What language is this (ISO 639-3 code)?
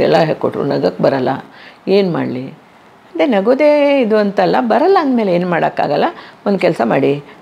kan